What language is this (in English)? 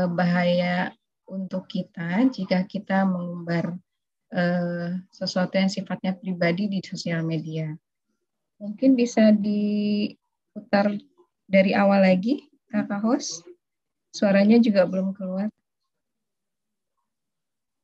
Indonesian